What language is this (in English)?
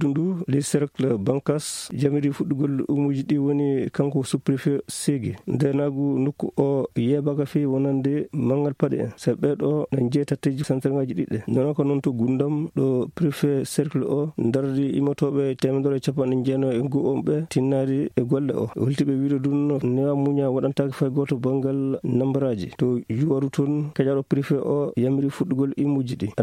Fula